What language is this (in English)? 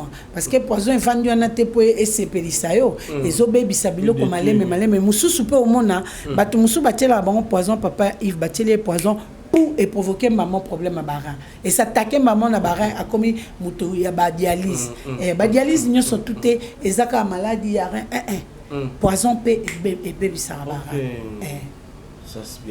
Lingala